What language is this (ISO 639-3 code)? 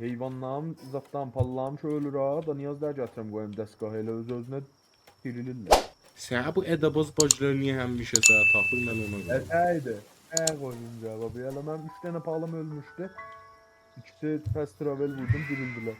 azb